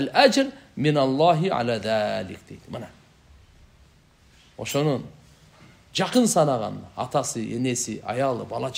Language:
Kyrgyz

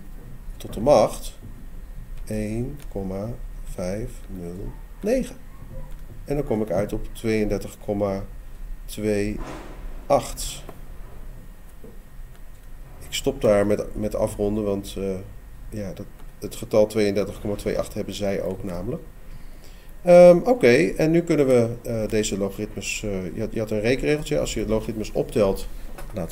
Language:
Dutch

